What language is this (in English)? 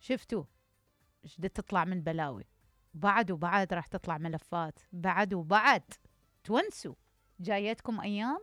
Mesopotamian Arabic